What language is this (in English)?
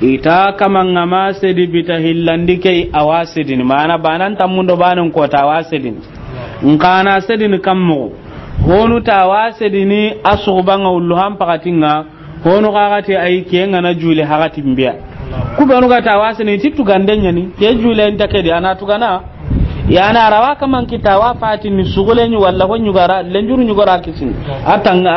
Soninke